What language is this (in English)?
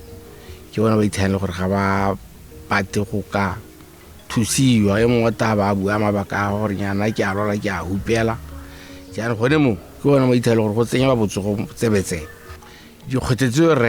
Tswana